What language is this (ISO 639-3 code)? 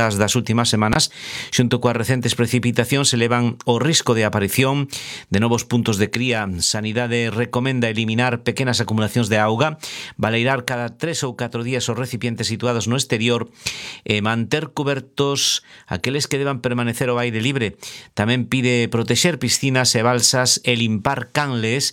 glg